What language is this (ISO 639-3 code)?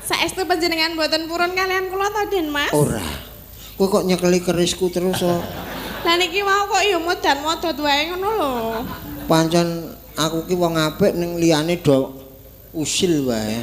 jav